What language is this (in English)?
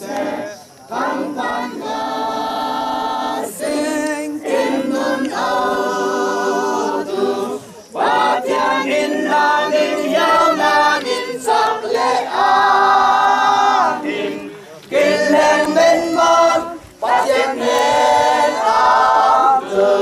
Falam Chin